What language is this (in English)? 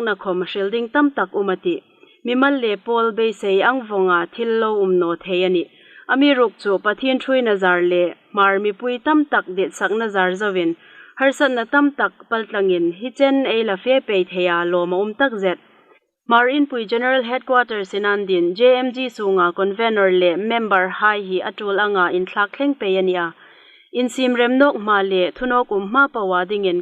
Hmar